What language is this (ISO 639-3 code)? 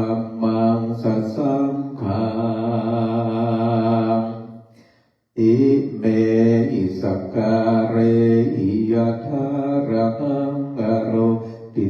pli